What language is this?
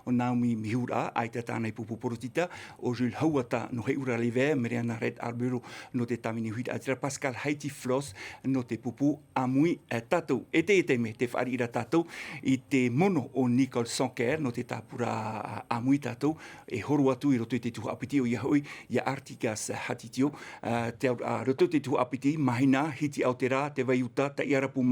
Tahitian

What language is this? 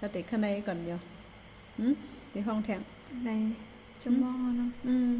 Shan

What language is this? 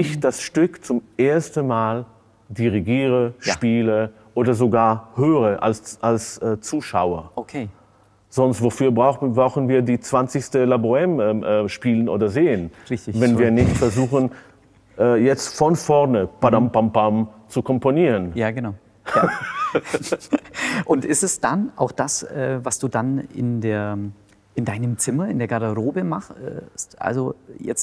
German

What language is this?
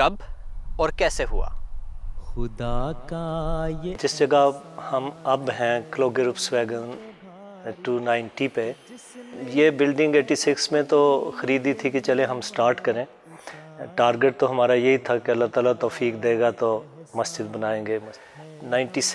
Urdu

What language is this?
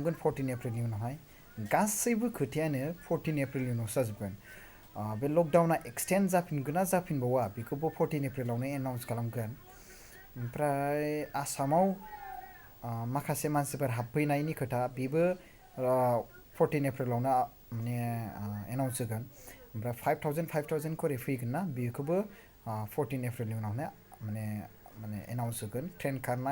Bodo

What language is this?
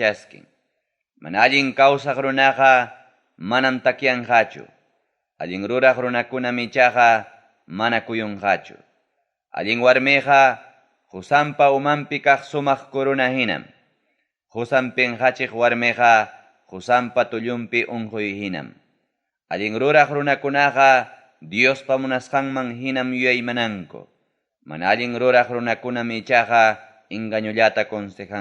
Ayacucho Quechua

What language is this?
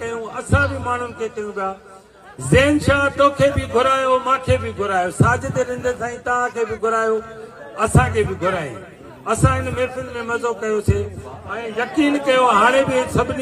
Sindhi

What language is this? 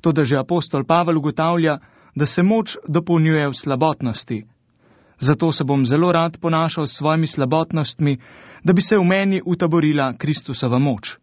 Slovenian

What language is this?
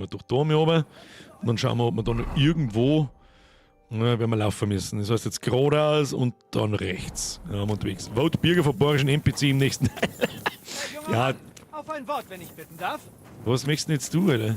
Bavarian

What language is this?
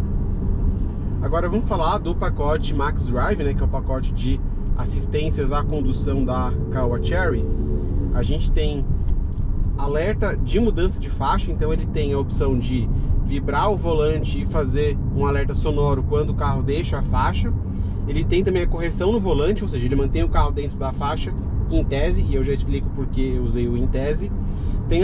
Portuguese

